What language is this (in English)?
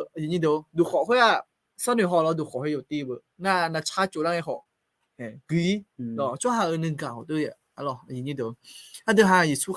Akha